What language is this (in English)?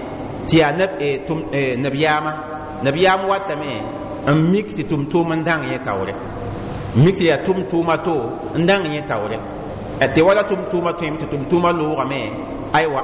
Mossi